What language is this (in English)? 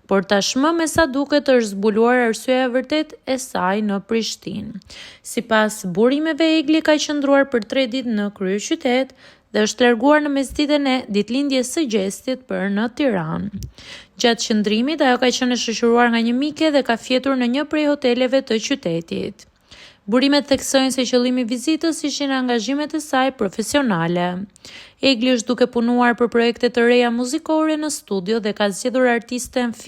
Albanian